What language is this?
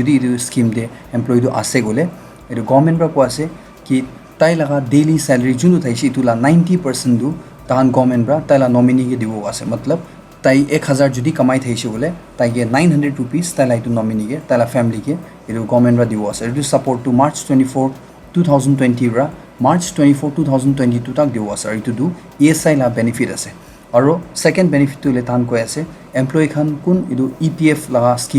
Naga Pidgin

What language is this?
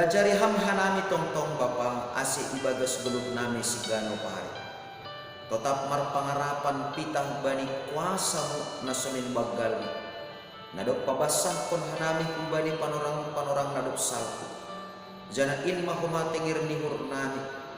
Batak Simalungun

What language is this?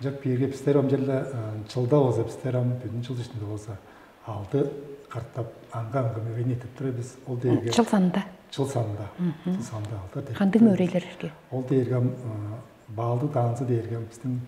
Tuvinian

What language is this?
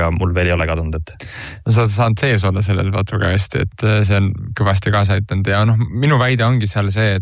Estonian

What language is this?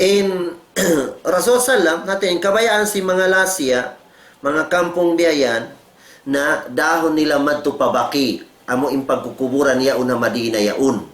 Tausug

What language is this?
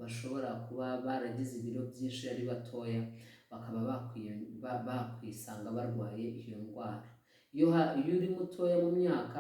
Kinyarwanda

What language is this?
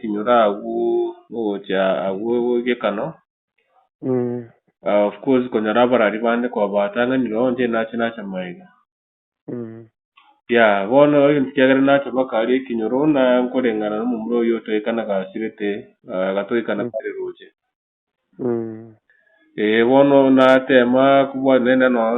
Gusii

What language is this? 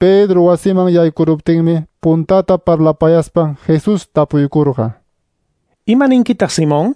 Quechua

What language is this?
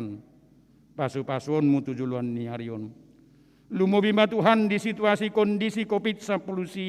Batak Toba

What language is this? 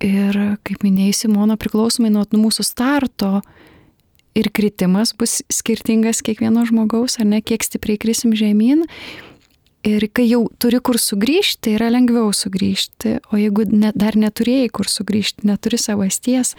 Lithuanian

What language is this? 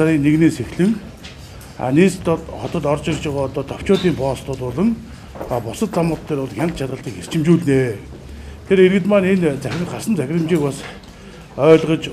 Mongolian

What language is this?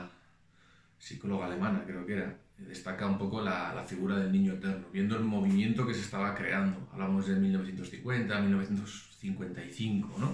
Spanish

